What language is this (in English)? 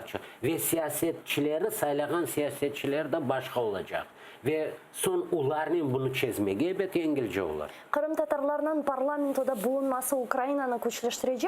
Crimean Tatar